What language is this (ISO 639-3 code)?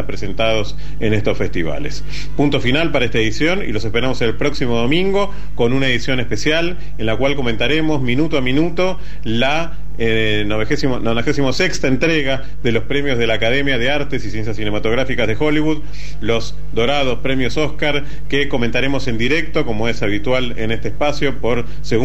spa